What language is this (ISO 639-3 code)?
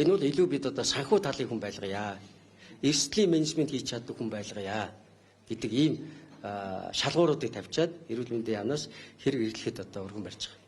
mon